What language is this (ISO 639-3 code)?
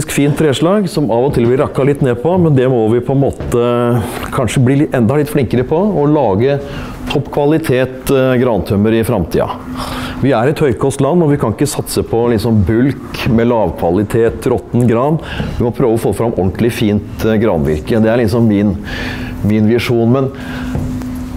nor